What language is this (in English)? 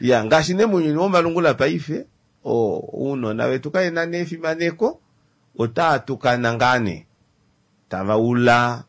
Kuanyama